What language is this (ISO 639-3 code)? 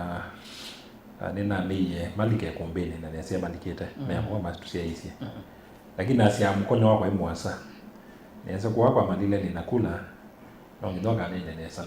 kam